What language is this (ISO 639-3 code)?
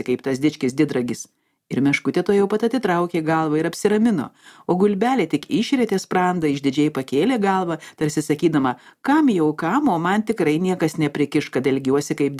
lit